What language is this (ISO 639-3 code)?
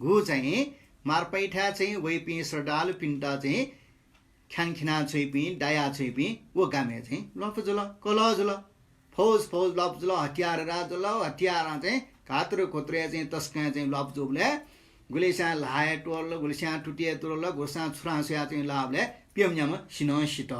new